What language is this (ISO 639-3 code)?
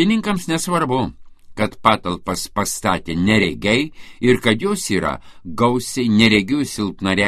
lit